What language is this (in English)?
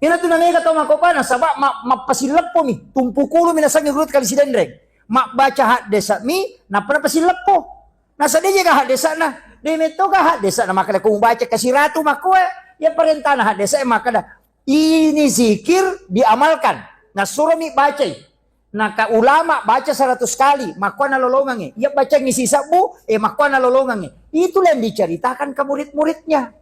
Buginese